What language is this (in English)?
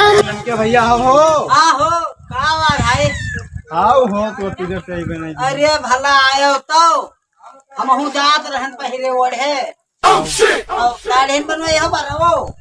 Awadhi